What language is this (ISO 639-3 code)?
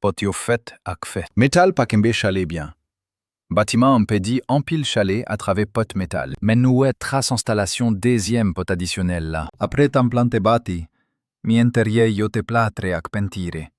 hat